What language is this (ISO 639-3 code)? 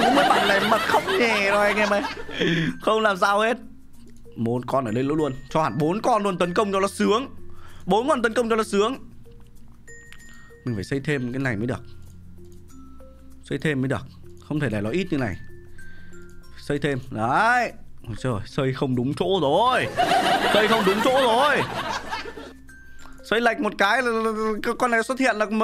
vie